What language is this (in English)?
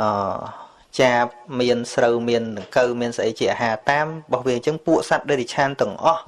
Khmer